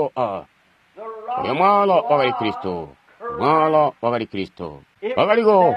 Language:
Tonga (Zambia)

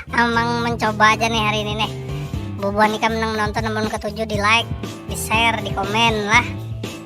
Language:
Banjar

